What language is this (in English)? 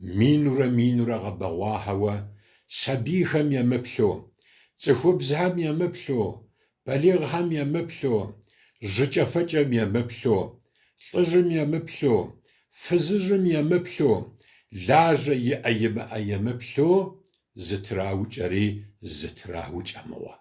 Kabardian